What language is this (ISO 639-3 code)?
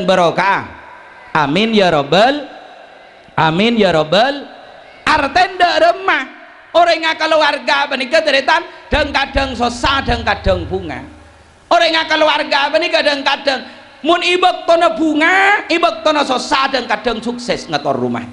mad